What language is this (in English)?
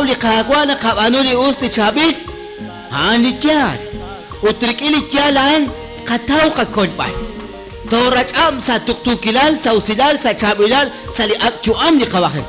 Kekchí